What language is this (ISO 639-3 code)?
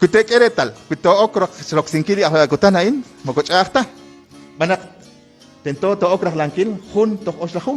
kek